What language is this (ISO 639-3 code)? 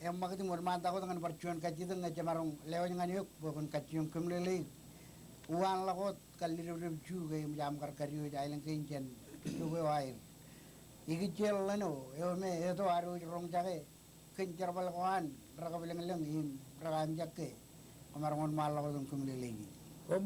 mah